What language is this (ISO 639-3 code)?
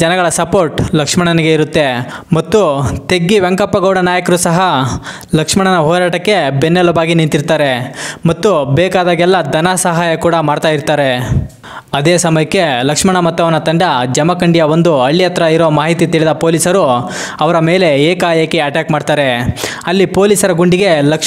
kan